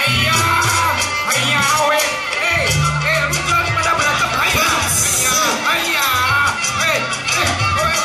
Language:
Betawi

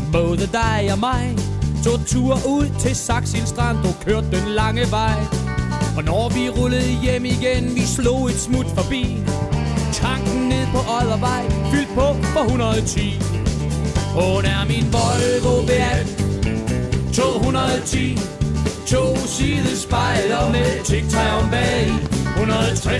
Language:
Danish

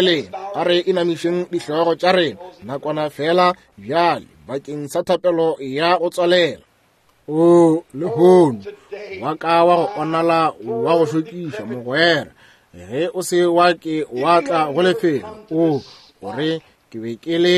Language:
Northern Sotho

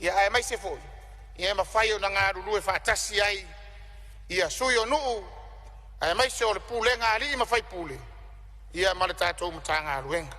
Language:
Samoan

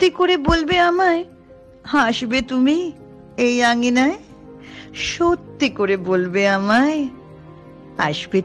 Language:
Bangla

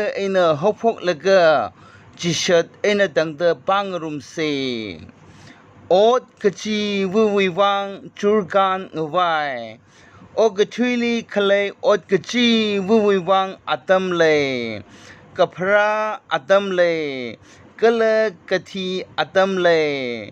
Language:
Tangkhul Naga (India)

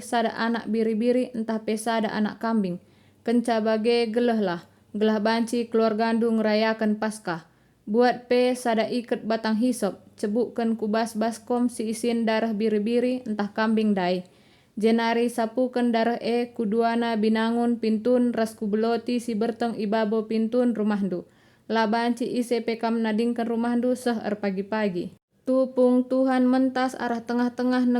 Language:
Batak Karo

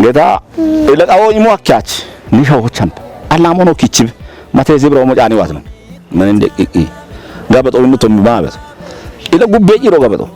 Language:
Kafa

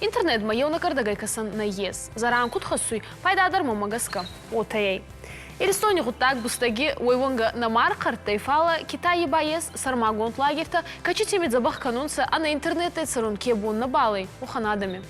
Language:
Ossetic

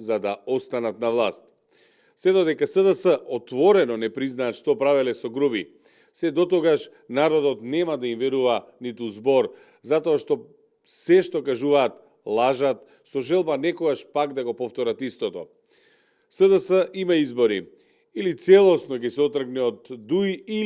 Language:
Macedonian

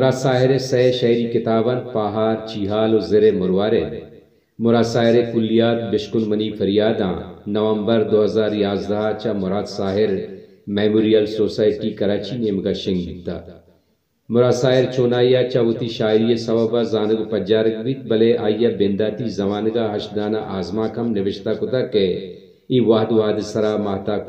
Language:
Baluchi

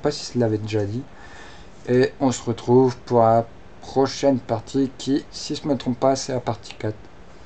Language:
French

